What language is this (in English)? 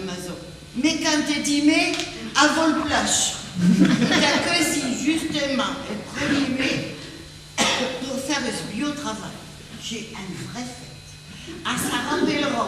Picard